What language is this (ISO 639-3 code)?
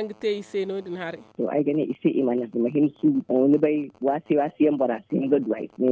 dje